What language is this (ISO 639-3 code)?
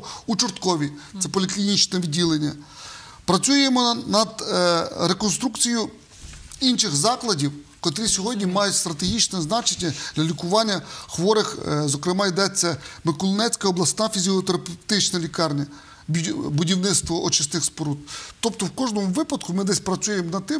ukr